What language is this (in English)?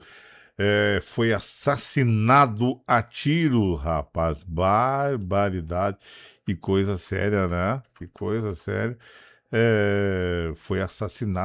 Portuguese